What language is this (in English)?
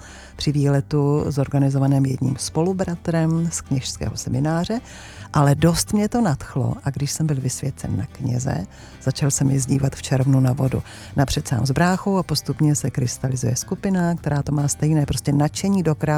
Czech